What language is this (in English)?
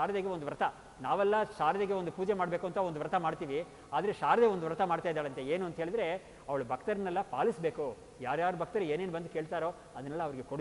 Kannada